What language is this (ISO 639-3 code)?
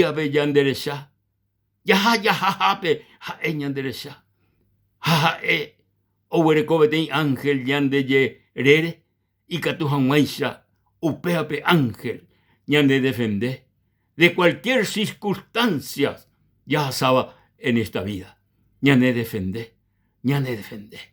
grn